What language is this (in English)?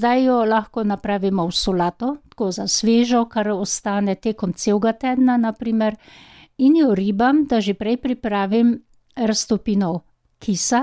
Slovenian